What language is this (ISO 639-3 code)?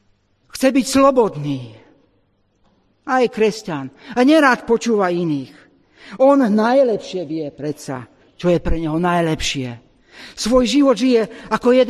slk